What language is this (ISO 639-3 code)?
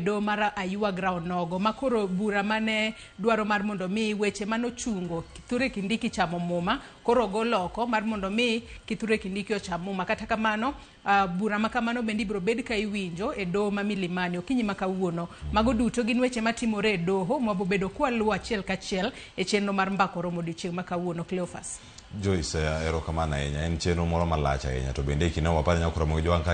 luo